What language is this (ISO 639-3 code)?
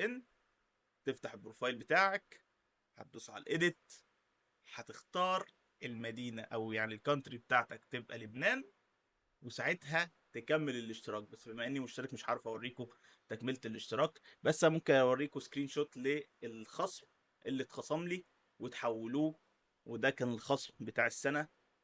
arz